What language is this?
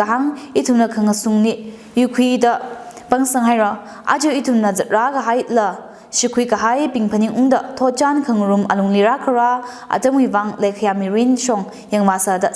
Tangkhul Naga (India)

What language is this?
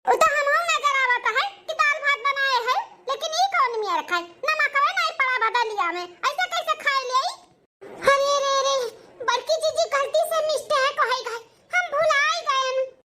Awadhi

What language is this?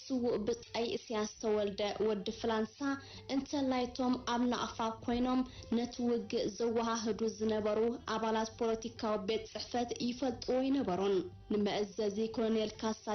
Tigrinya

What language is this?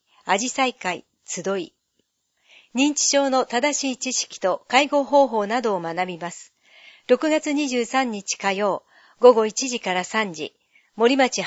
Japanese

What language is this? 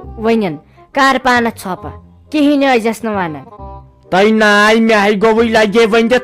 Kashmiri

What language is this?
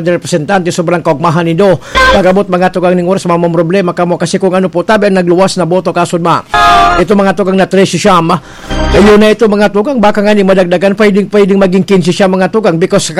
Bikol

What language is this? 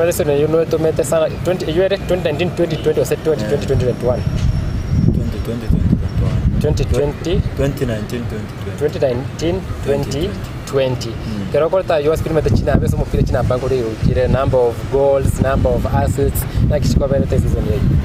Gusii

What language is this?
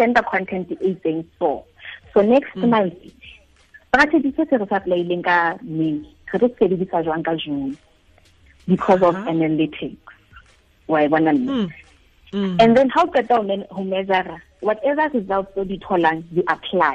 Tswana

